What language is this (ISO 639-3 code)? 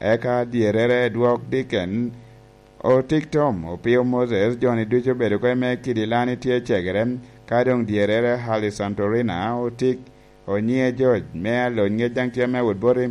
laj